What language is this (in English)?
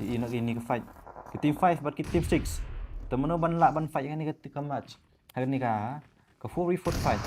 Khasi